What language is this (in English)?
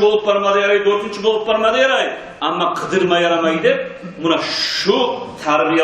Kumyk